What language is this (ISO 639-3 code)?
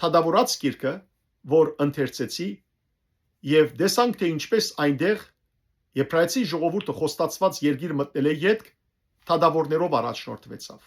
hyw